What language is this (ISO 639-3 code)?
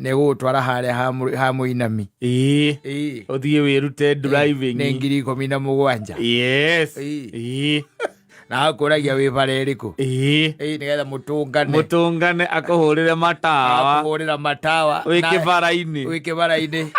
kik